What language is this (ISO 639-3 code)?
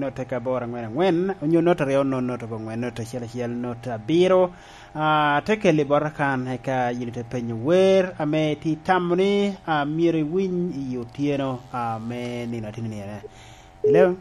laj